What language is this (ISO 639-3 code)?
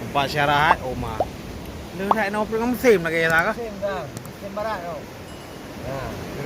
ace